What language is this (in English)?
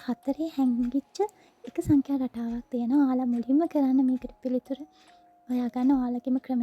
Sinhala